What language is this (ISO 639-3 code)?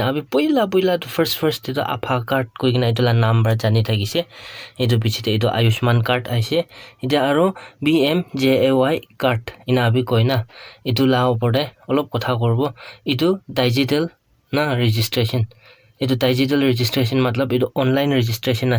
nag